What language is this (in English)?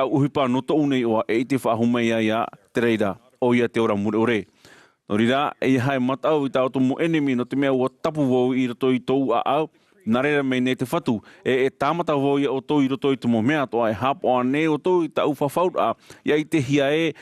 Tahitian